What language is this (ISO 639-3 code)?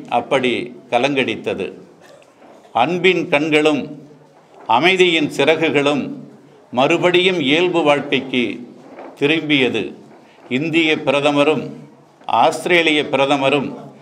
tam